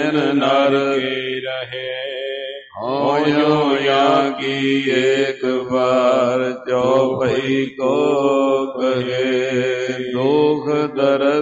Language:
Punjabi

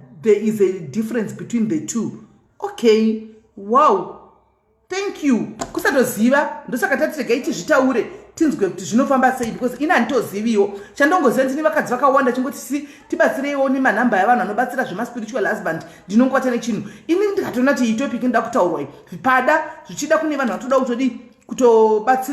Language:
Shona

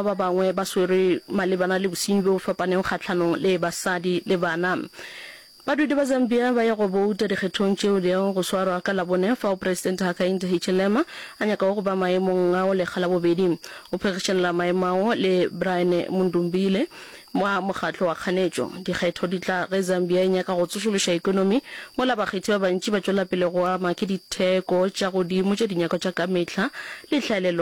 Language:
Northern Sotho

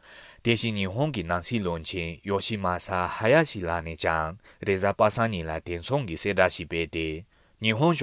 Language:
Tibetan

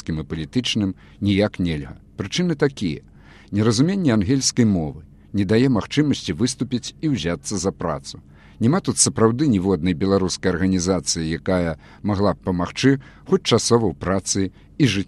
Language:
Belarusian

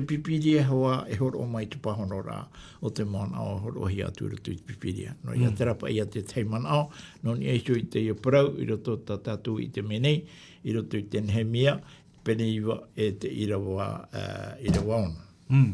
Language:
Tahitian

